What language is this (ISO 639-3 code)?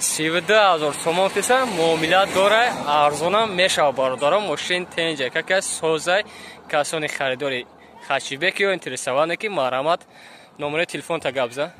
tgk